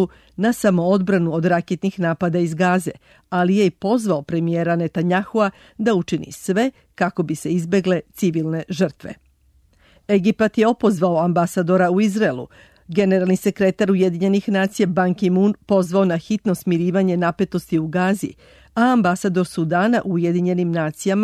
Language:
Serbian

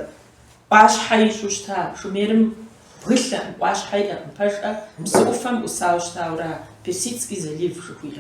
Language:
Kabardian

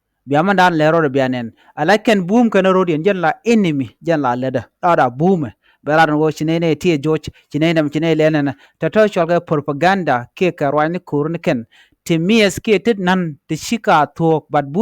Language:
Nuer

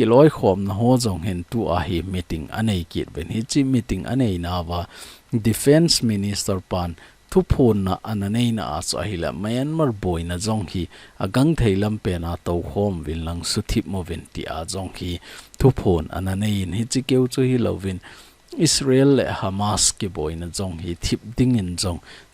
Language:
Thado Chin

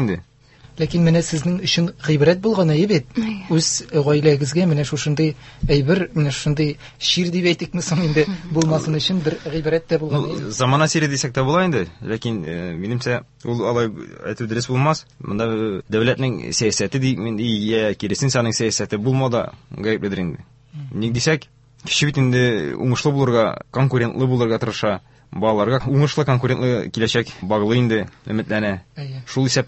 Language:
Tatar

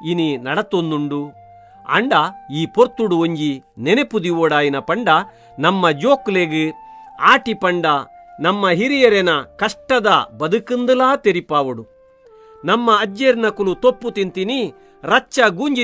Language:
Tulu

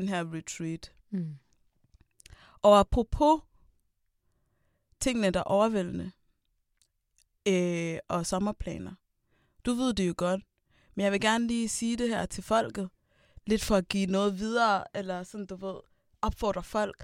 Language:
Danish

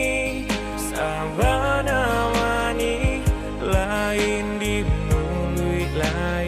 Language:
Minangkabau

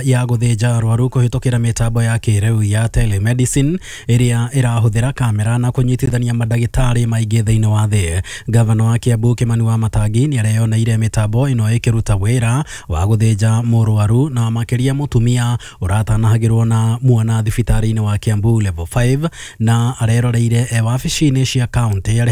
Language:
Kikuyu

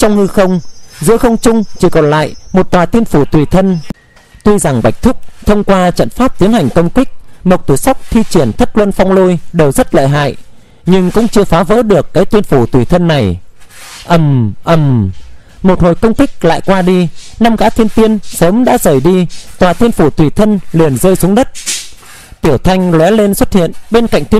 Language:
Vietnamese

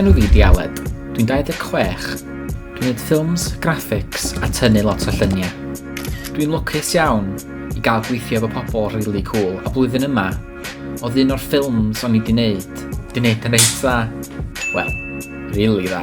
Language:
Welsh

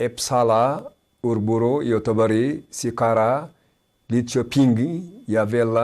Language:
Tigre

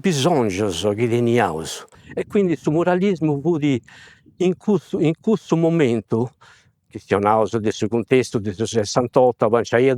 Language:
Sardinian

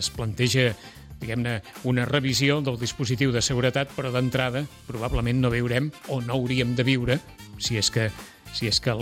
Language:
Catalan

